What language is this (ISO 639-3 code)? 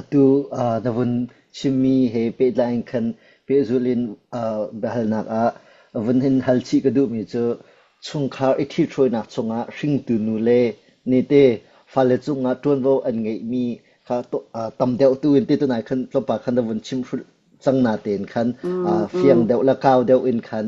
cnh